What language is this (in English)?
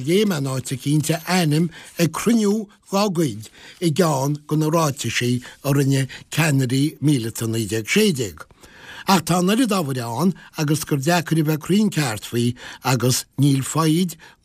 Irish